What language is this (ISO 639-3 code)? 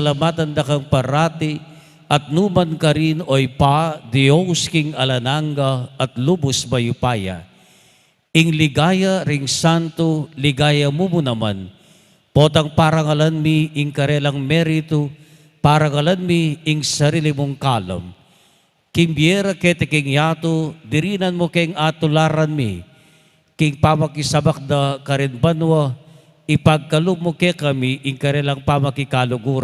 pam